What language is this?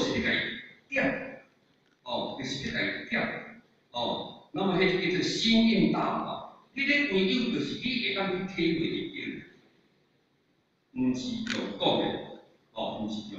Min Nan Chinese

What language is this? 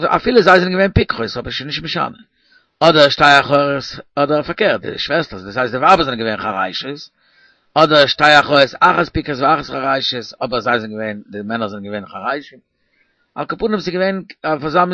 Yiddish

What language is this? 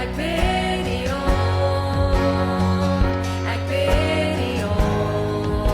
Plautdietsch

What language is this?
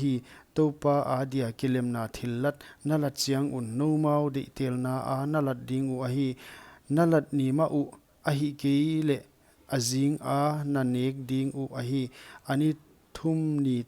Paite Chin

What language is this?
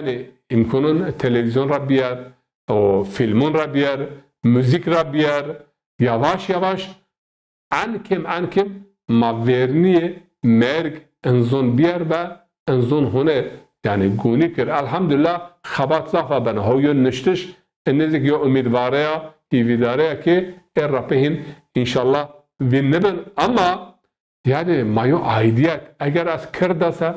Zaza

